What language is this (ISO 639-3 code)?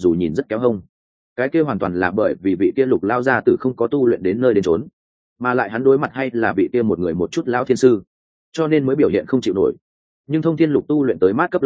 vie